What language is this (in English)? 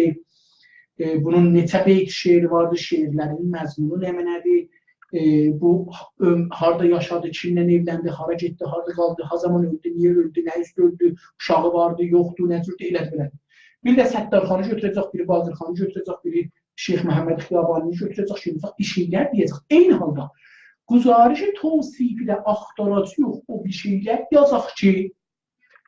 South Azerbaijani